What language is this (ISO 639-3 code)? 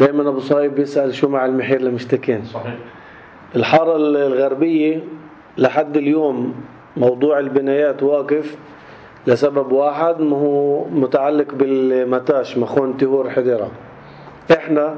apc